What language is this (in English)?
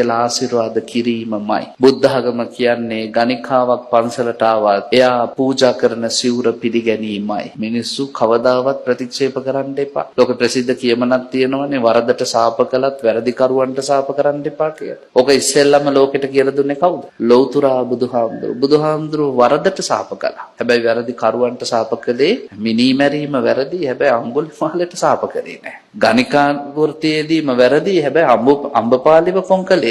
Sinhala